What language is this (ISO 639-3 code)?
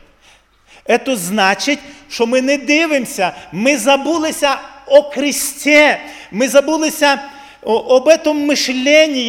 ukr